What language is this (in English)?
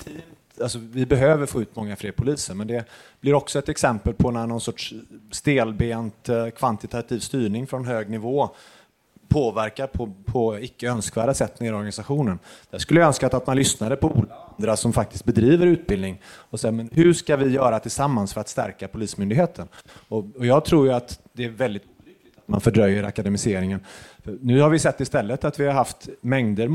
Swedish